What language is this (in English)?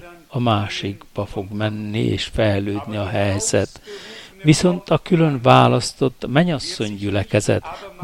Hungarian